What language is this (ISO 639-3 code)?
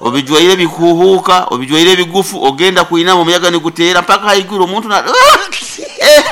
nyo